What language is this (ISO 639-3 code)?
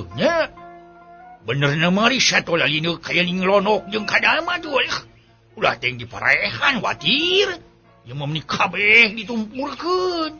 sun